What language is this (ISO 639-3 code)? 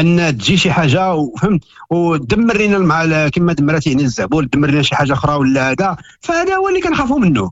ary